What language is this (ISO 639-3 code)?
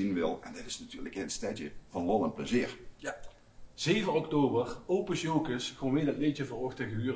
lim